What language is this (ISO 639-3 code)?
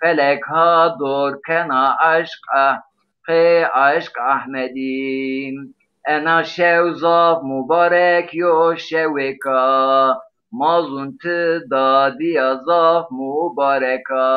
zza